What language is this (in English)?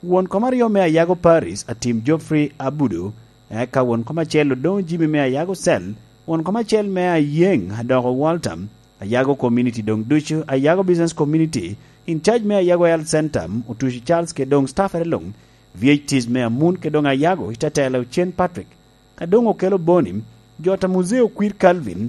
Lango (Uganda)